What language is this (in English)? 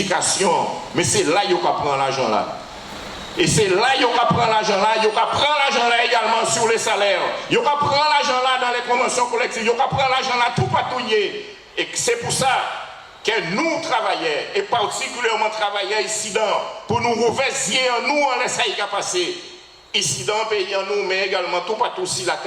Guadeloupean Creole French